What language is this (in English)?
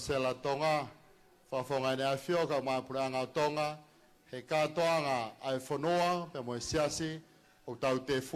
Tongan